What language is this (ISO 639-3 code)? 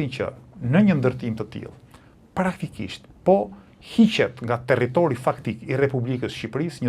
sqi